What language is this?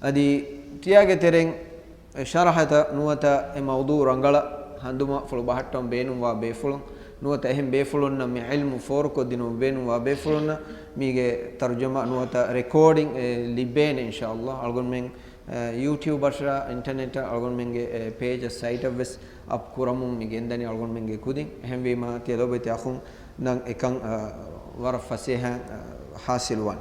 Divehi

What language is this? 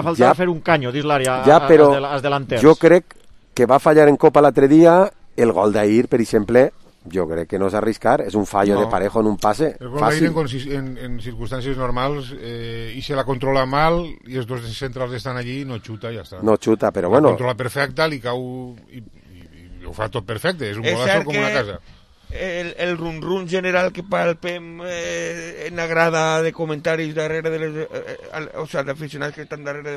Catalan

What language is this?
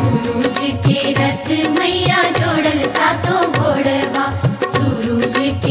Bhojpuri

